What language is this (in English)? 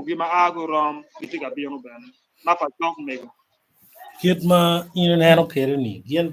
Acoli